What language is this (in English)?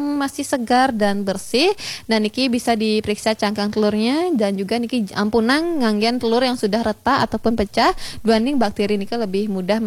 Balinese